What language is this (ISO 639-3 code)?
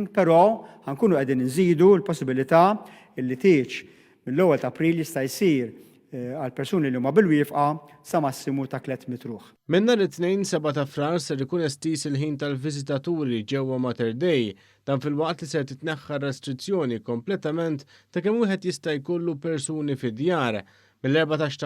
mlt